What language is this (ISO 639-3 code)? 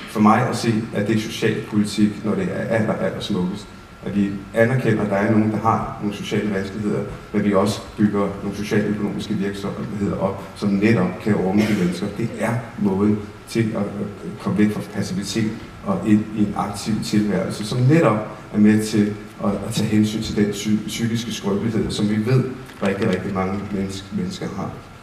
dan